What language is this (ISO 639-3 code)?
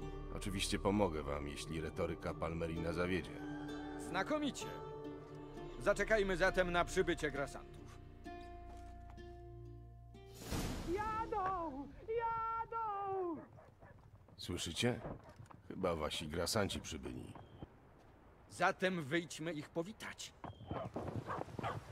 pol